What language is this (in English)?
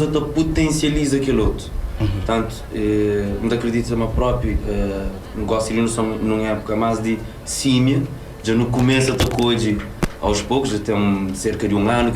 Kabuverdianu